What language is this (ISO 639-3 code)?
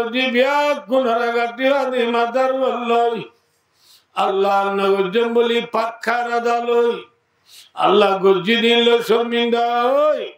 rhg